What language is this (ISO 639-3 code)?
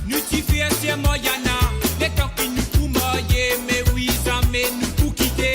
mfe